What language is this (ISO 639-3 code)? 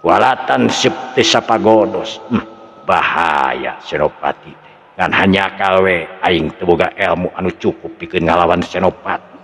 sun